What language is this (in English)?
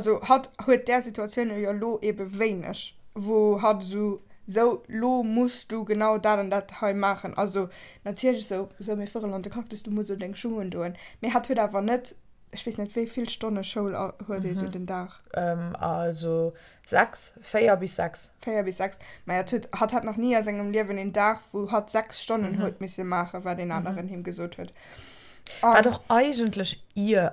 Luxembourgish